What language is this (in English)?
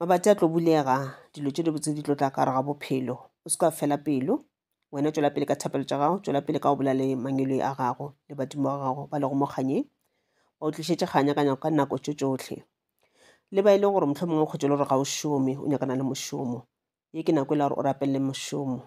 Northern Sotho